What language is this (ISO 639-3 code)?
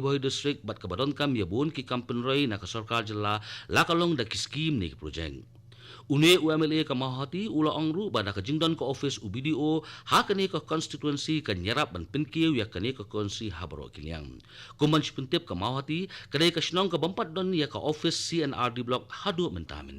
kha